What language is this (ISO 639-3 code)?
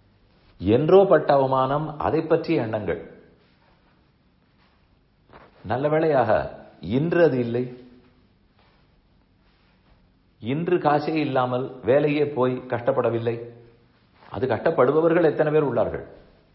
tam